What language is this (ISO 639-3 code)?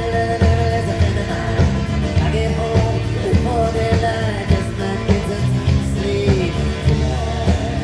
eng